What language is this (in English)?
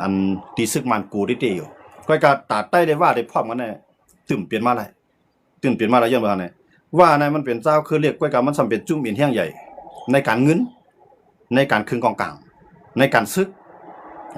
Shan